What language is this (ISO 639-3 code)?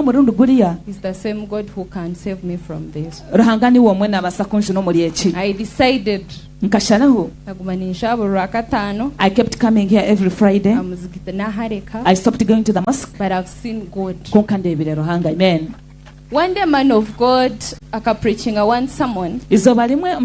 nyn